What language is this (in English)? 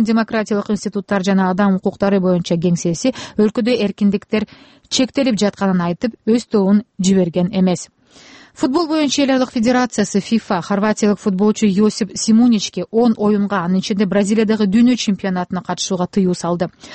Kyrgyz